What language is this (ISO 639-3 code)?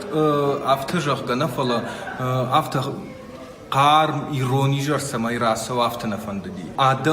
oss